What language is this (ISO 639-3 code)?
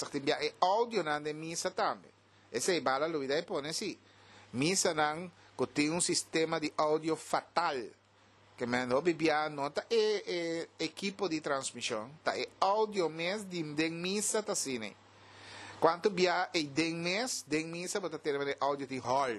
pap